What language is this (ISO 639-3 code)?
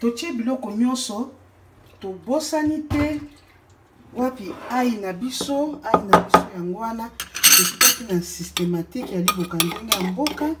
lin